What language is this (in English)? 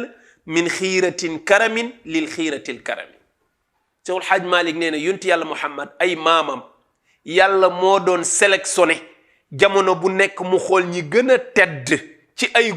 Wolof